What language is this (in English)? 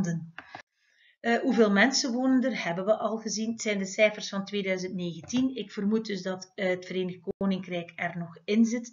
Dutch